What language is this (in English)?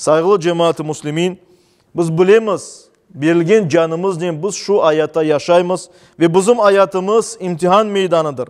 Crimean Tatar